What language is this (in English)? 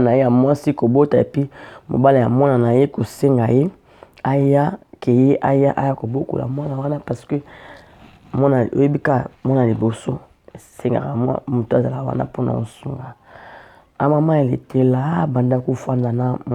Lingala